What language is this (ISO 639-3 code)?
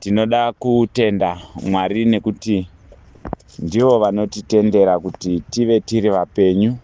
sna